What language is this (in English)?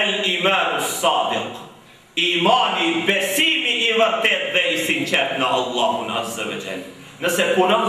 Albanian